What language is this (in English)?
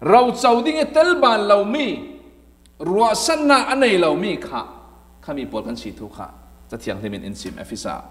Falam Chin